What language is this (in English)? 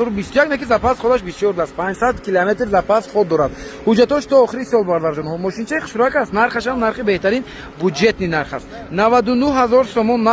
Tajik